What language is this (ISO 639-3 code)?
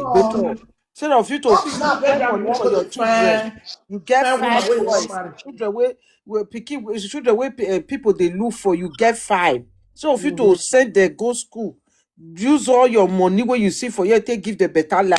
pcm